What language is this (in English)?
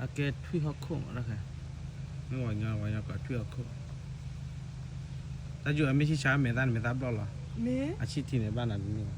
S'gaw Karen